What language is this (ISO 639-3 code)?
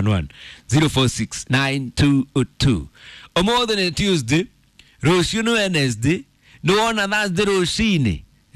kik